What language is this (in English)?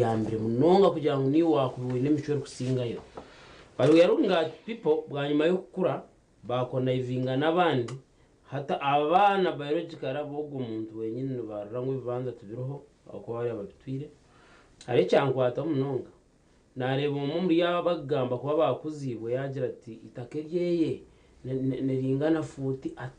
Nyankole